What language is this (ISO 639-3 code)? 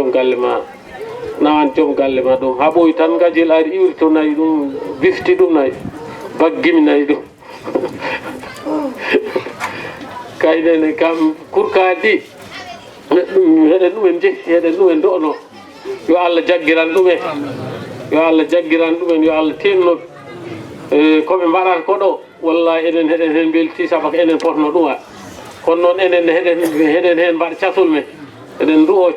ful